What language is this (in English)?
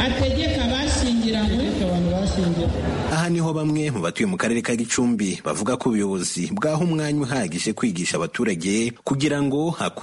Kinyarwanda